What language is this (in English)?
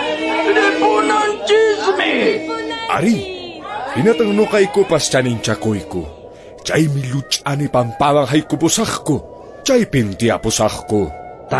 Quechua